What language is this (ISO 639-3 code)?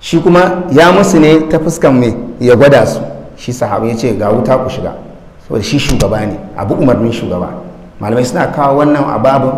hau